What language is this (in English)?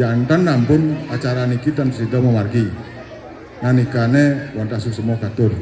Balinese